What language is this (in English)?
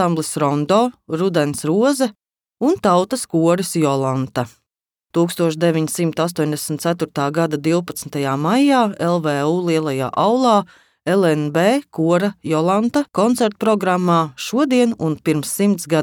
Latvian